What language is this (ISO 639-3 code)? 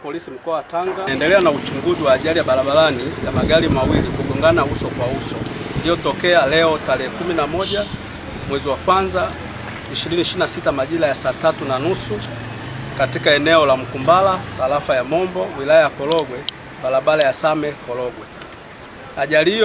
swa